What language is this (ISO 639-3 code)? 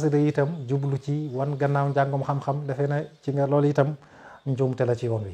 wol